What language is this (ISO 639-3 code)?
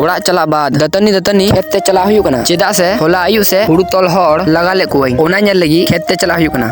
sat